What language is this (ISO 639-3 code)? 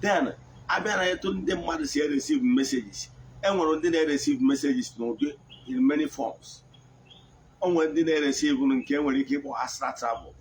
ibo